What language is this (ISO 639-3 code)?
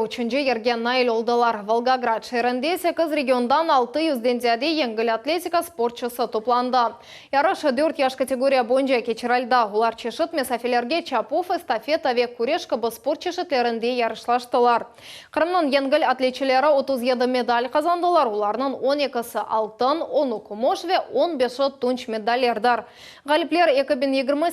crh